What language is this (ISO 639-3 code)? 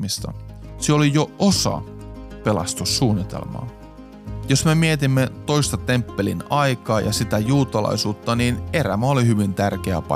fin